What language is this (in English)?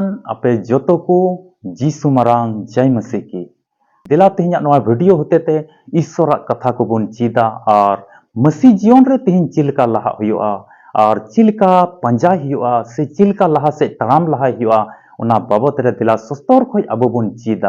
Santali